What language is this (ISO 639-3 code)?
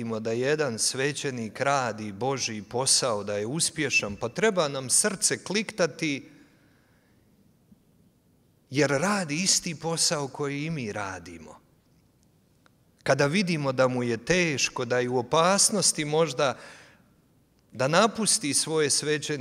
hrv